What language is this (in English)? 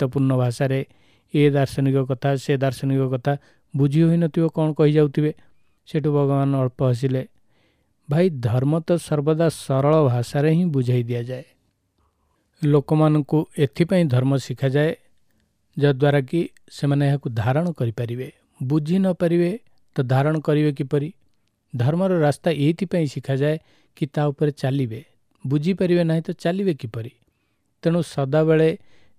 Odia